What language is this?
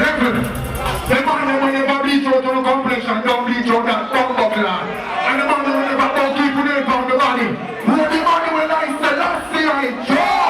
Jamaican Creole English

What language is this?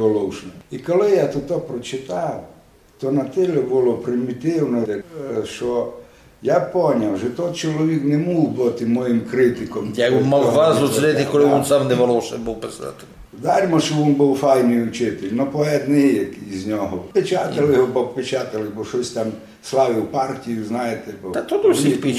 Rusyn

